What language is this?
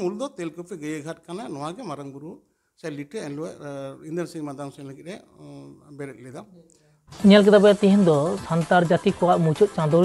Santali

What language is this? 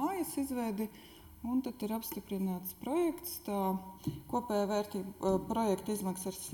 Latvian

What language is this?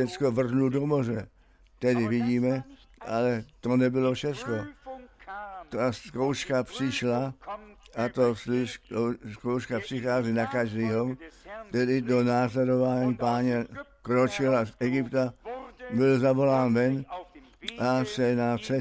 Czech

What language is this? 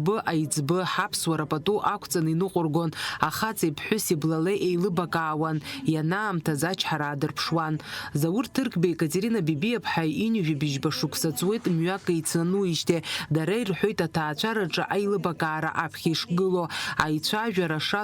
Abkhazian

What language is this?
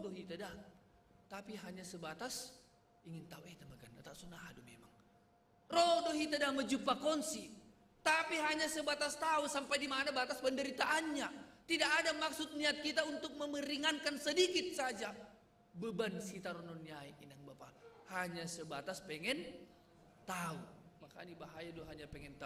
Batak Simalungun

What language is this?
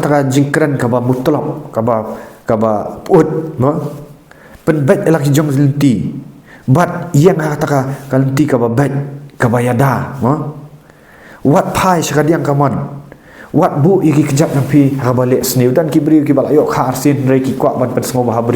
Khasi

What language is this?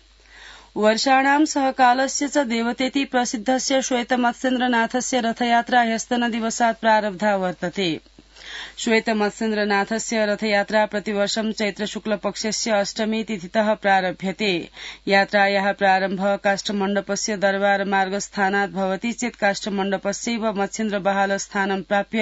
Sanskrit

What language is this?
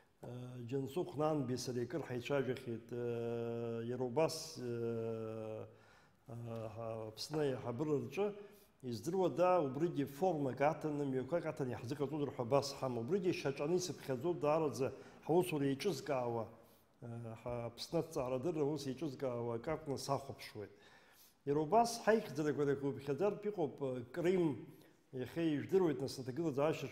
Abkhazian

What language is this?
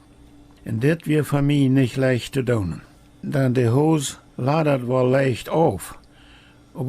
Plautdietsch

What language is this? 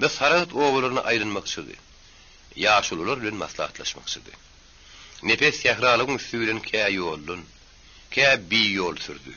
Turkmen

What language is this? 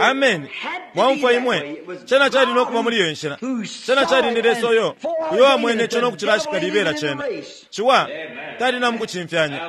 Bemba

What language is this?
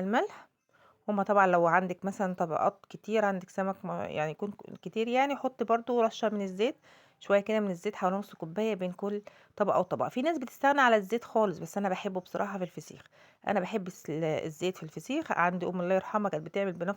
Egyptian Arabic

